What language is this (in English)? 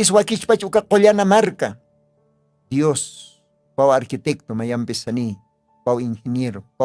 Aymara